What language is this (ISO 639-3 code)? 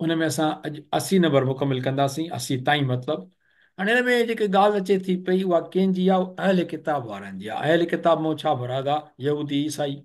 snd